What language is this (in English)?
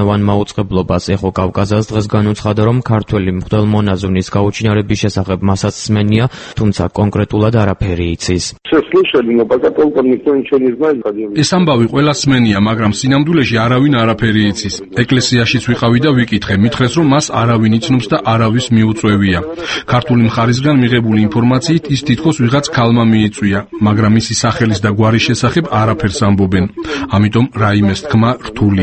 Georgian